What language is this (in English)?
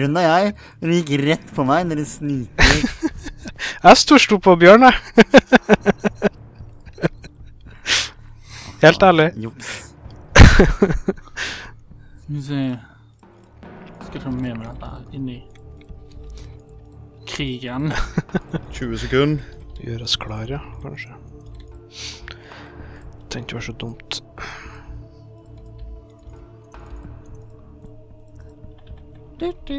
Norwegian